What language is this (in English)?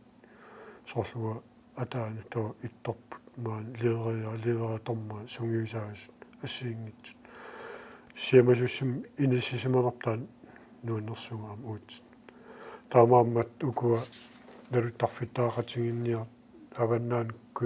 Kalaallisut